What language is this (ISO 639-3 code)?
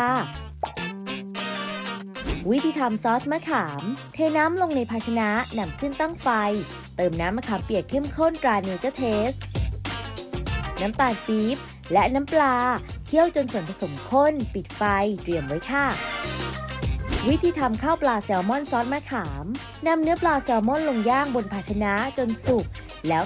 tha